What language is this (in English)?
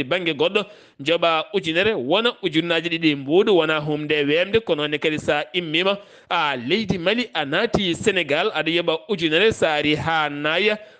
Fula